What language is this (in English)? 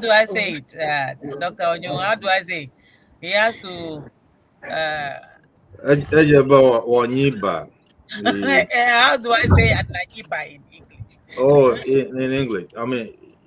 Ewe